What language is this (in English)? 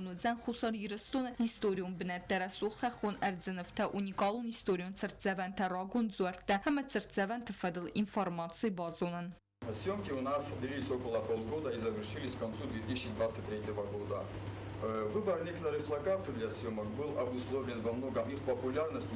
Ossetic